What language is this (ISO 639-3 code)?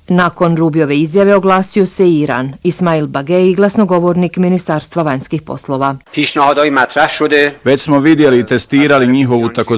bos